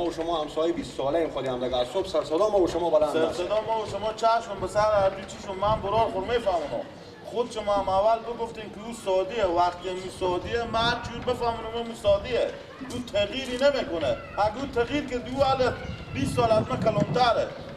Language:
Persian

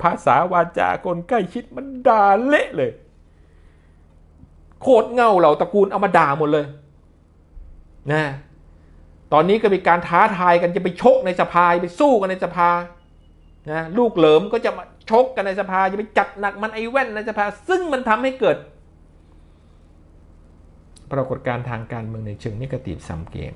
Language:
Thai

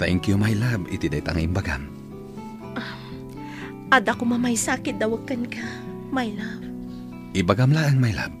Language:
Iloko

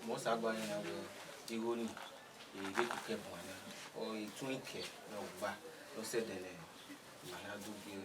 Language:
Bini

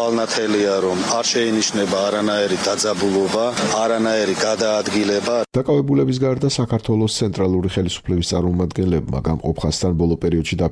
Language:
Georgian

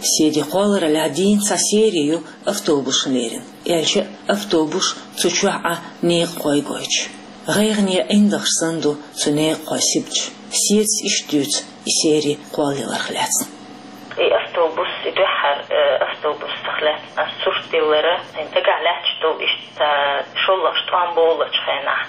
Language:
Chechen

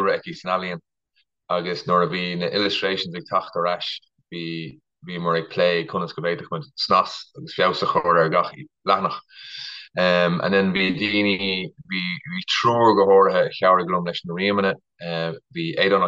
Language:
Irish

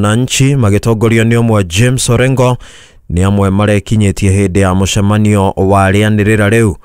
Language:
Kikuyu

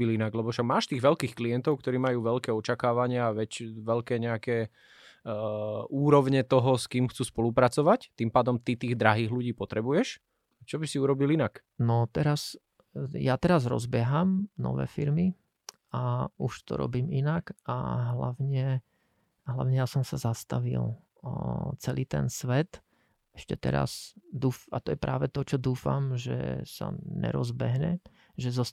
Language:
Slovak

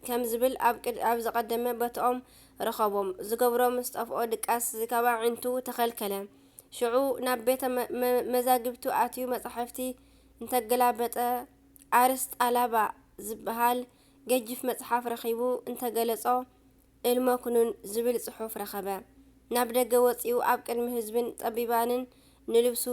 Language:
Tigrinya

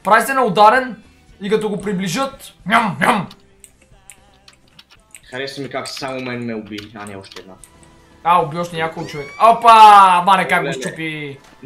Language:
Bulgarian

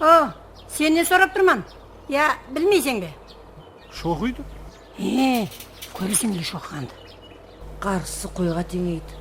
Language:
Kara-Kalpak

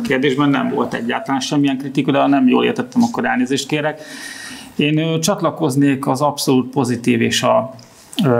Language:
Hungarian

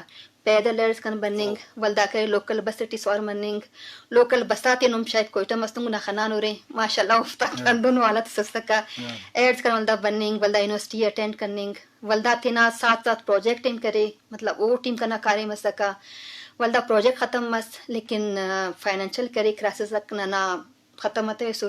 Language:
Brahui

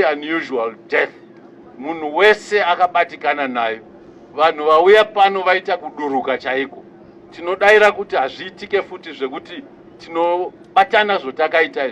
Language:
Shona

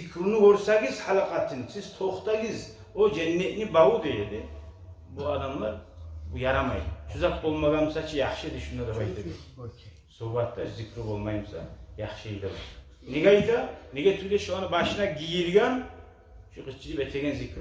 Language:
Kumyk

